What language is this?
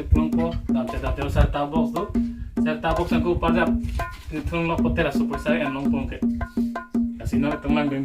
Karbi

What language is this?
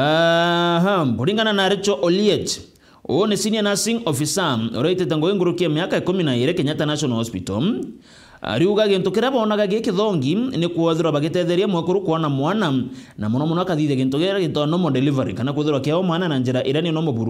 Meru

